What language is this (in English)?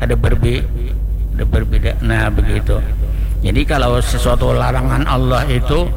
Banjar